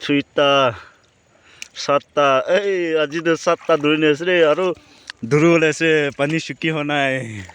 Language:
Naga Pidgin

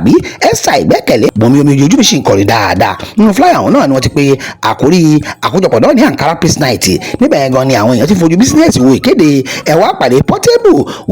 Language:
Yoruba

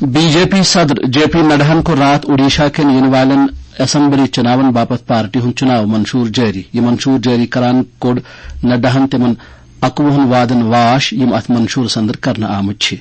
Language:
Kashmiri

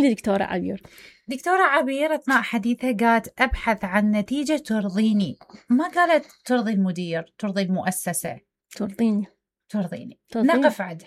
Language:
Mesopotamian Arabic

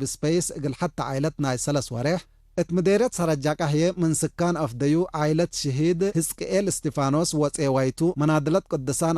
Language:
Tigre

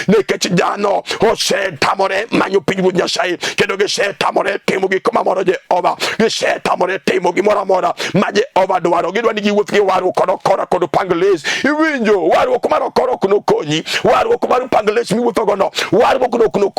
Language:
Luo (Kenya and Tanzania)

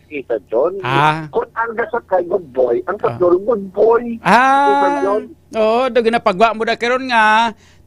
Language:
Hiligaynon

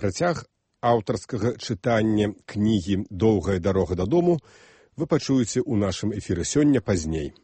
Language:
Belarusian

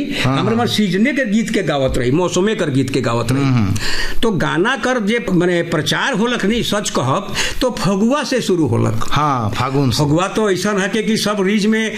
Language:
Sadri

